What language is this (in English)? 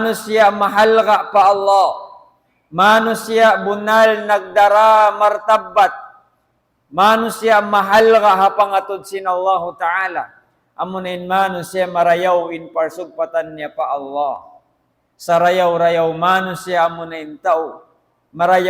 Tausug